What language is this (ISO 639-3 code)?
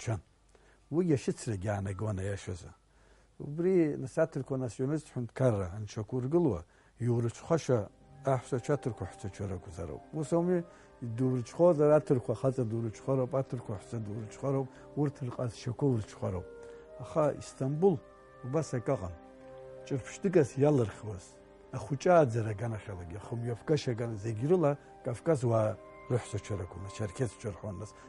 abk